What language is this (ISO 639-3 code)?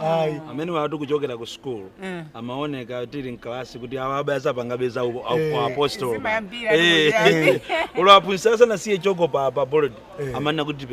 nya